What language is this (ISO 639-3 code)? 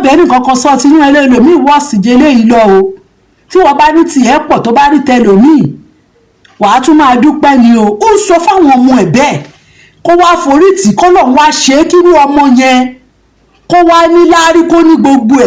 yor